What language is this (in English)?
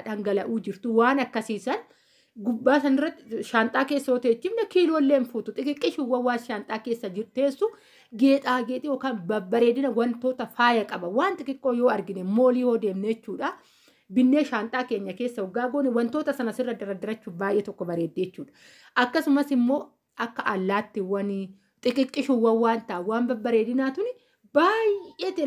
Oromo